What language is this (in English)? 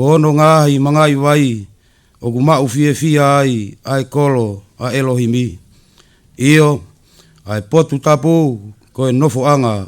Tongan